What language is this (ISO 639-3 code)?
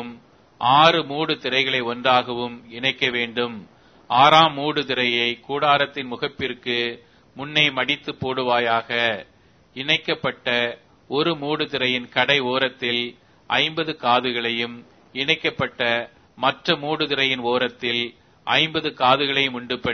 tam